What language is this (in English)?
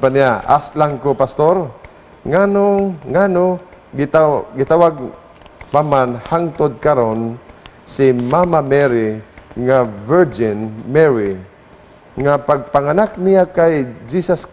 Cebuano